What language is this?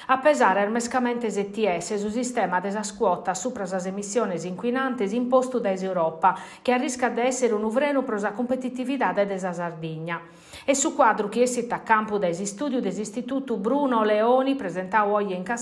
Sardinian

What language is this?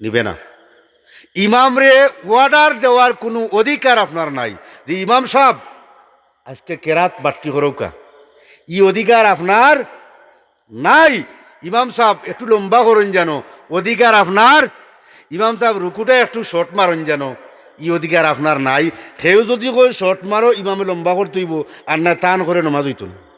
Sylheti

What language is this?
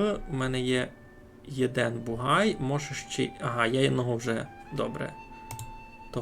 Rusyn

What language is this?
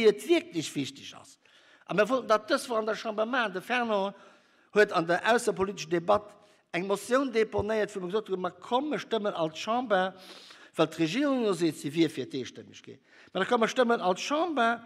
Luxembourgish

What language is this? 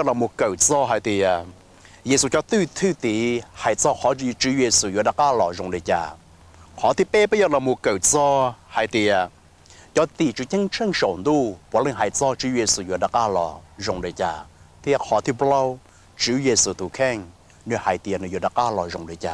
Hmong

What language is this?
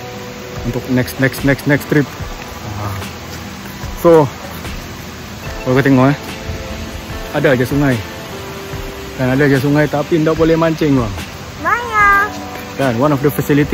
Malay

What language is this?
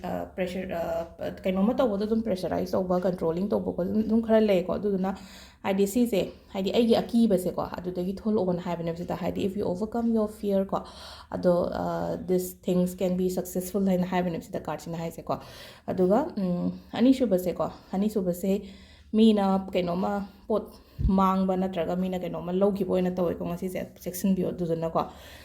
Manipuri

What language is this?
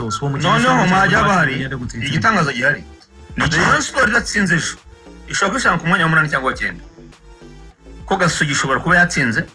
Kinyarwanda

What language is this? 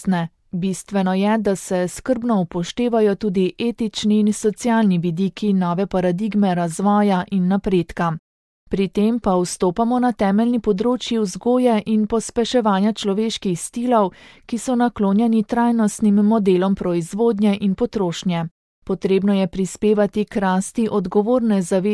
Slovenian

